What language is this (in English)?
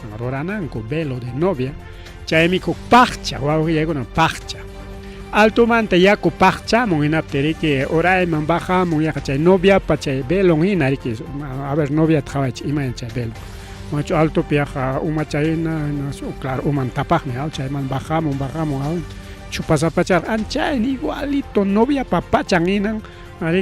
Ayacucho Quechua